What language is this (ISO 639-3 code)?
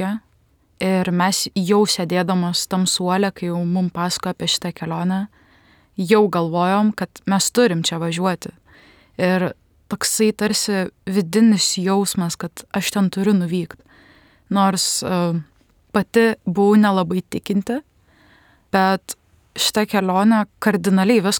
lit